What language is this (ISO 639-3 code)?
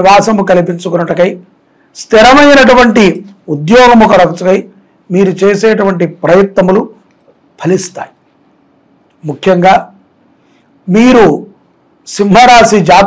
tel